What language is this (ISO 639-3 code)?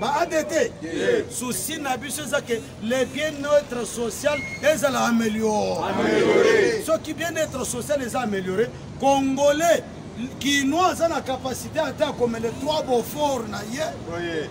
lin